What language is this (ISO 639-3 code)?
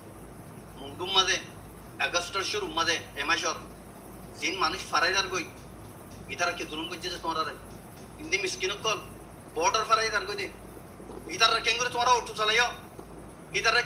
rhg